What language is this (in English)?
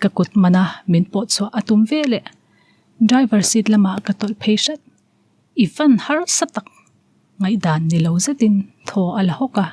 Mizo